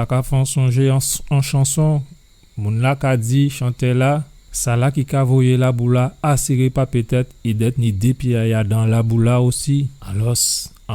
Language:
Guadeloupean Creole French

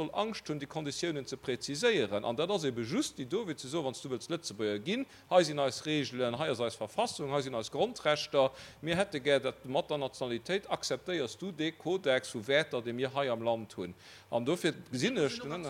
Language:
Luxembourgish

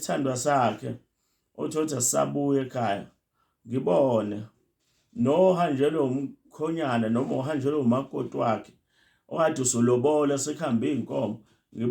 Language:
Zulu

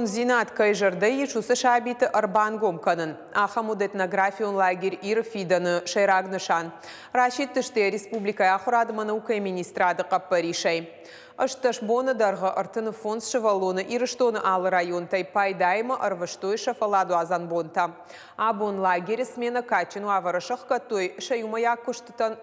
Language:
Ossetic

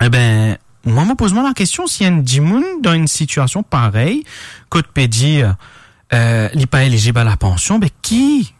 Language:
Morisyen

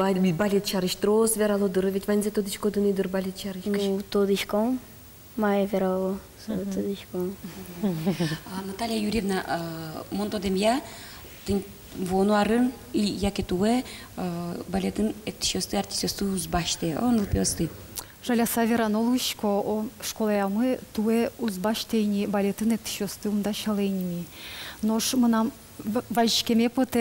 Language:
Udmurt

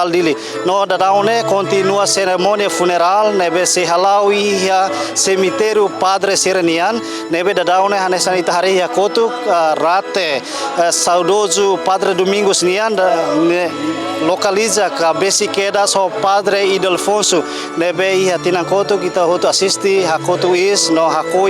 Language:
Tetum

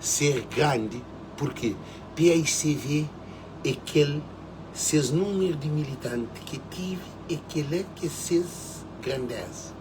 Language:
Kabuverdianu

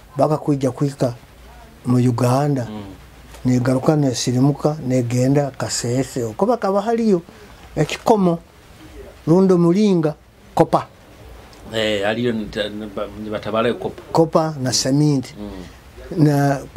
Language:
Nyoro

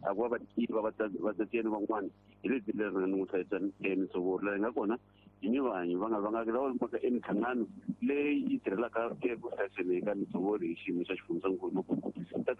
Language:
Tsonga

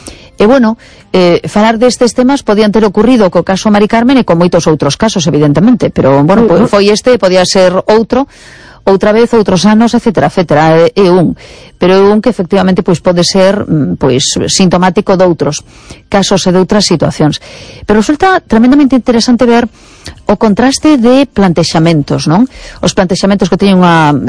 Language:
Galician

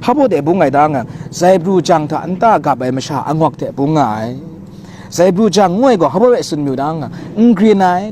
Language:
Kachin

